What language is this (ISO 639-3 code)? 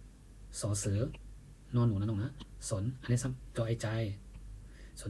shn